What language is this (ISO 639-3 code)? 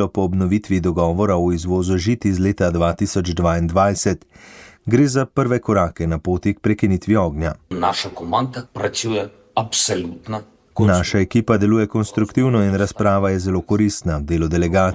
slv